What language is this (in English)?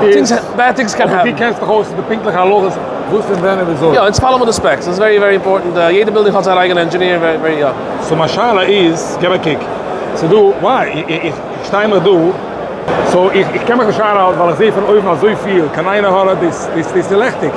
Yiddish